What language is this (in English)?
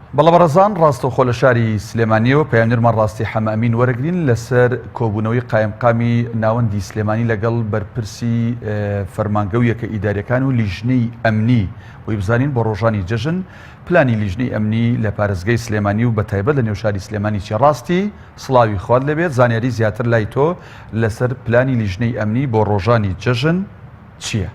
Central Kurdish